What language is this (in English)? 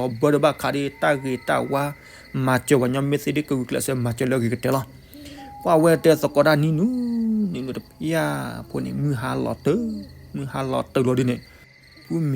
S'gaw Karen